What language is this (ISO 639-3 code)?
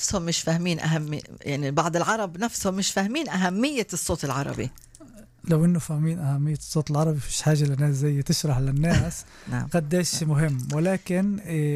apc